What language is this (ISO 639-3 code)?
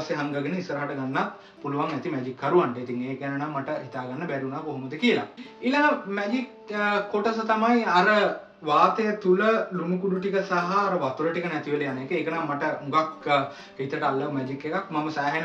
sin